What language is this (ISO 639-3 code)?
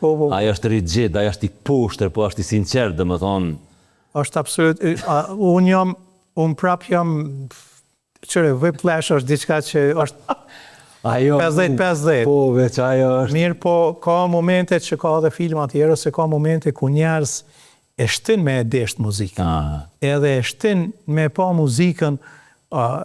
sqi